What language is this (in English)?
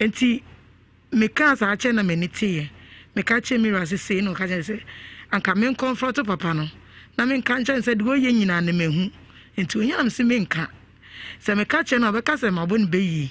Akan